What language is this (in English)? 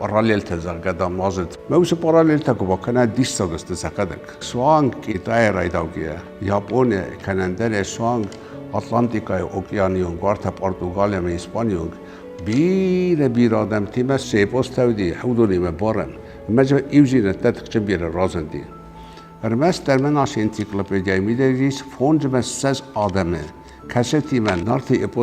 Ossetic